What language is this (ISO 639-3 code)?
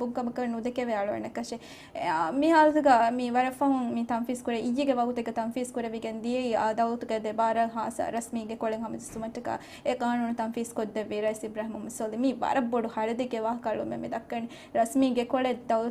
div